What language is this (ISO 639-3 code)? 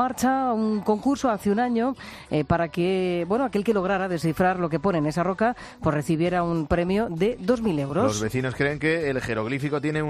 spa